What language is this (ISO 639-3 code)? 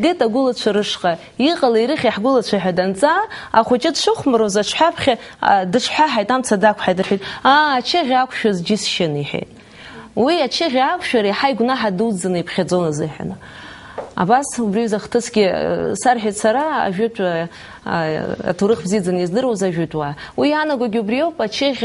abk